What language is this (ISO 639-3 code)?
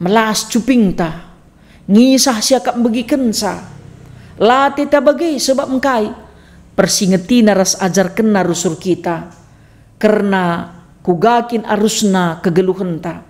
btx